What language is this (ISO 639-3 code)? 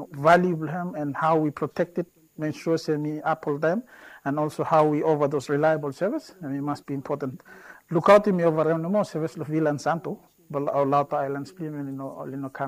bis